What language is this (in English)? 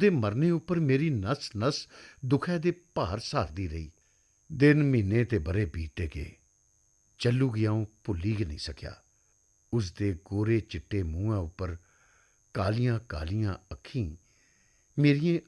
Dogri